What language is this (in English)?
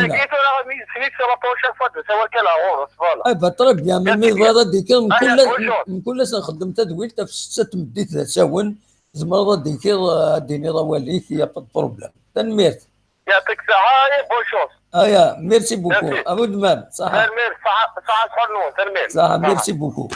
Kabyle